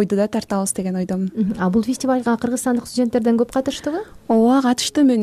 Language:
Kyrgyz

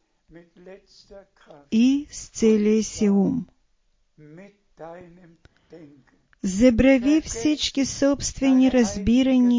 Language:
Bulgarian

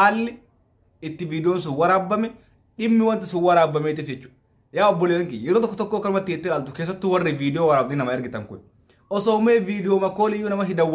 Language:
Oromo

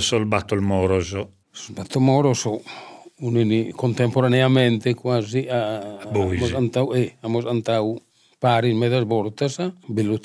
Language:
Sardinian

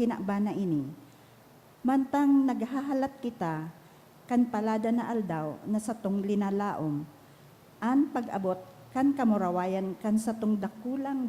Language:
Bikol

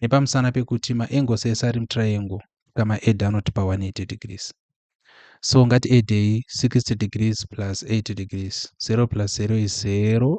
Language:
Shona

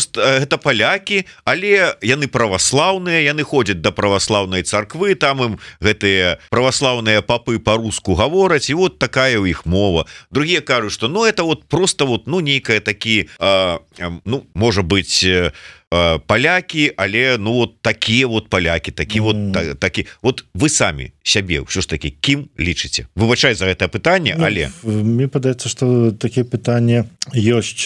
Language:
Belarusian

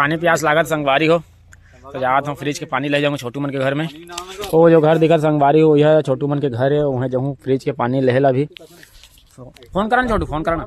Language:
Chhattisgarhi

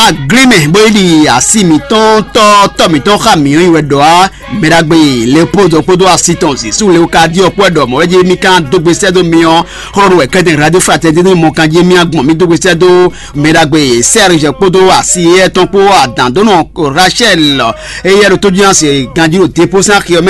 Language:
Fon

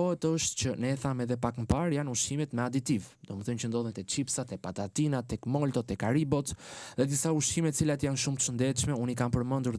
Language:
Albanian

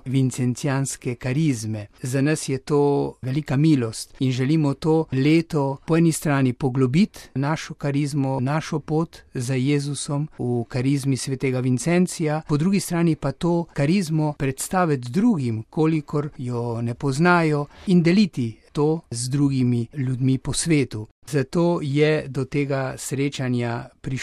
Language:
Slovenian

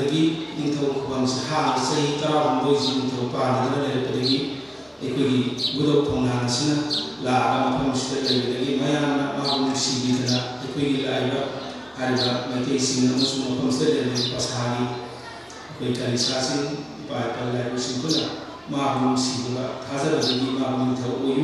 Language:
Manipuri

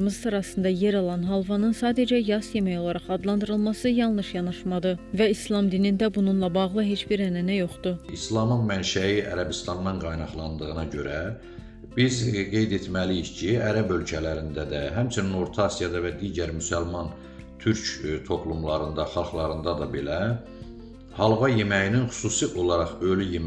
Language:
Azerbaijani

